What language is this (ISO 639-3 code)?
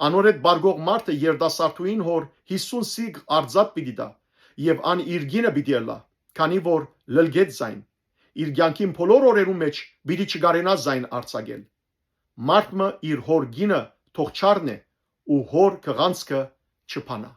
hyw